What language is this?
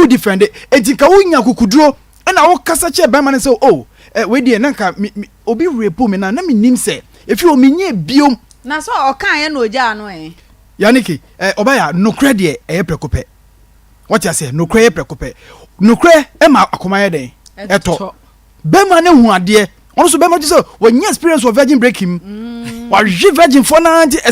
Akan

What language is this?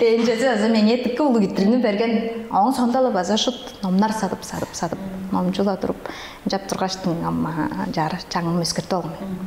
Tuvinian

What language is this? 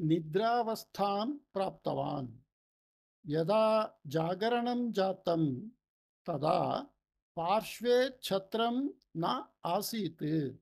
Sanskrit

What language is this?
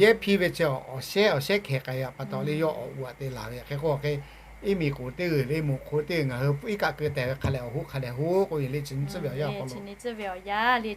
Lahu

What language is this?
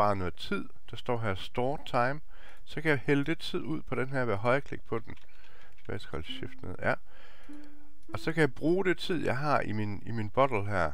Danish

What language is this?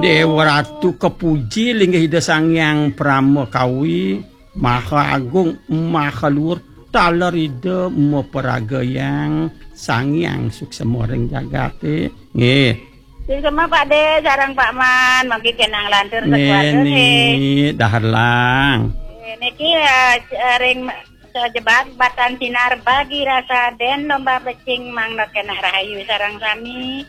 Balinese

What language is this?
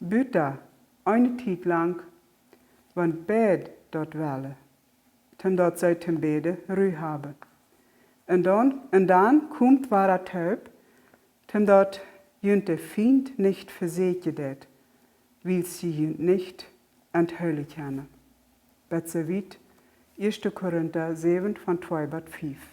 Plautdietsch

